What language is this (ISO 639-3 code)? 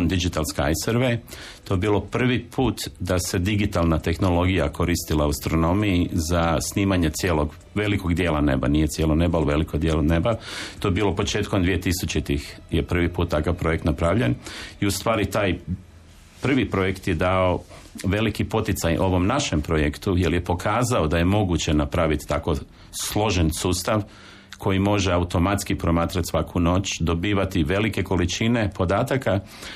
hrv